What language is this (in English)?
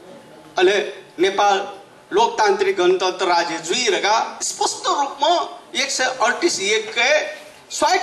Newari